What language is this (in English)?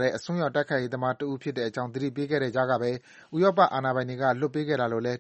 Burmese